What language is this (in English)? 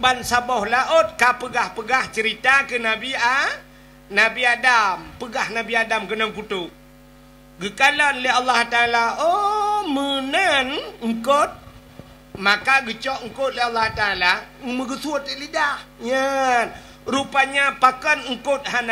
Achinese